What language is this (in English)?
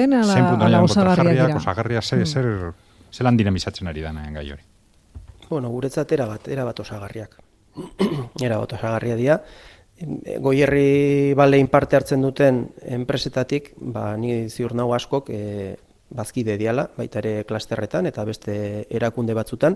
Basque